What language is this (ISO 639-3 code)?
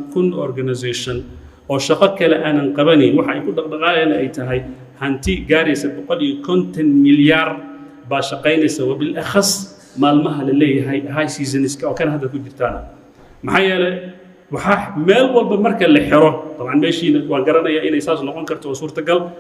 som